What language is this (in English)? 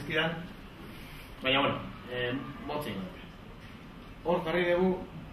Basque